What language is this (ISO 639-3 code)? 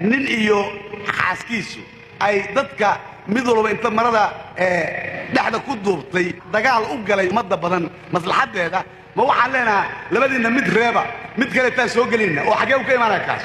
som